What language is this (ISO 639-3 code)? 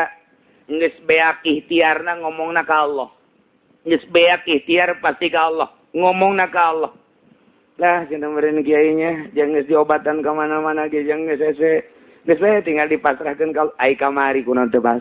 sun